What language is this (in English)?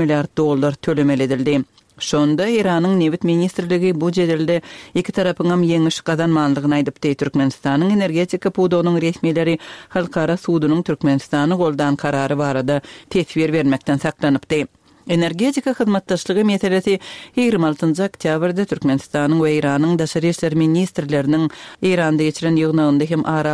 Turkmen